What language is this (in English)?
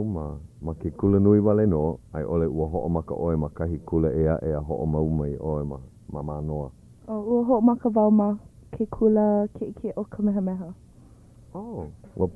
Hawaiian